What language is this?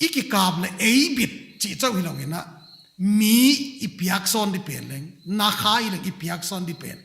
Paite Chin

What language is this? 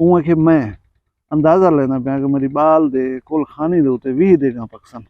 Saraiki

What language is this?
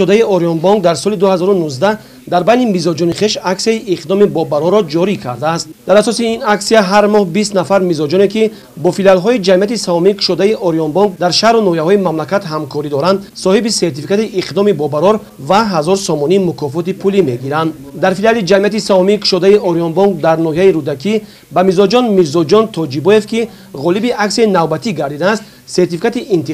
Tajik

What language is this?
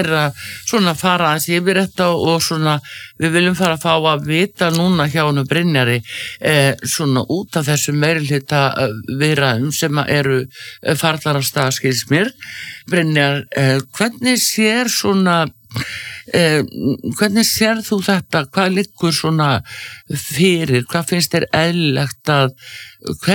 Icelandic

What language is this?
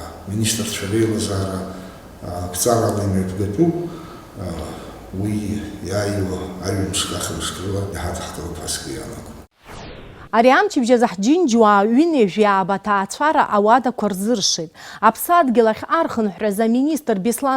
Abkhazian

